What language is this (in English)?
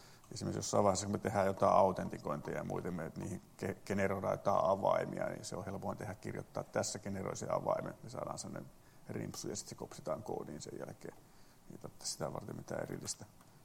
Finnish